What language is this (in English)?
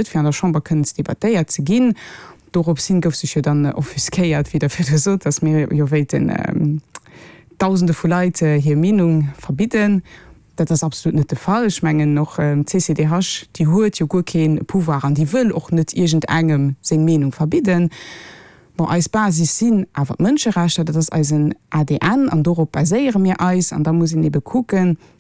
Luxembourgish